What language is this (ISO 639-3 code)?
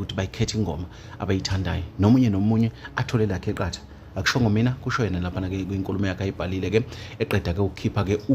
zul